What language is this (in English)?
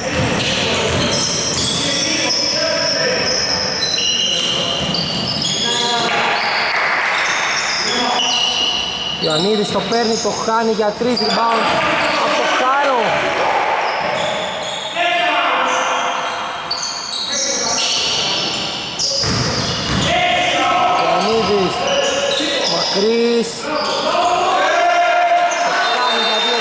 Greek